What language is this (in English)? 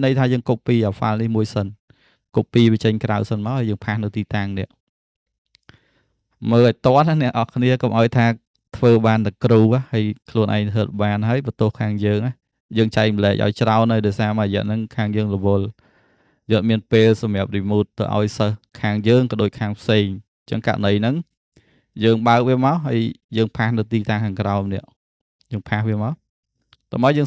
Khmer